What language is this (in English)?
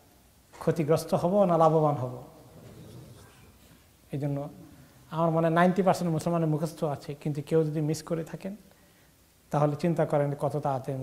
Bangla